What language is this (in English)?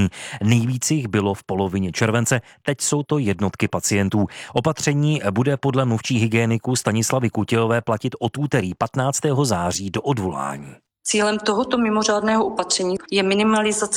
Czech